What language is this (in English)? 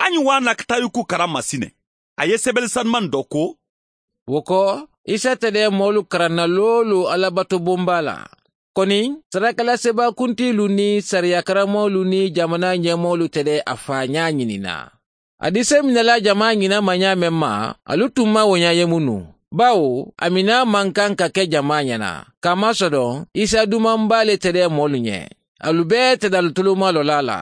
Mandingo